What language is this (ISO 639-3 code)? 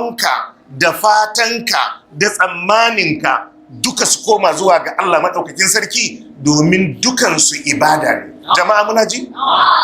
hau